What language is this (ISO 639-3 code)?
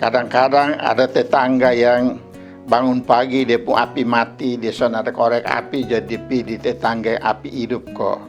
mkn